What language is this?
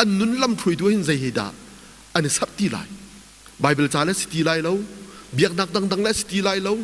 Hakha Chin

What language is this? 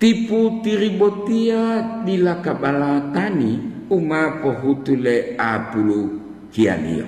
Gorontalo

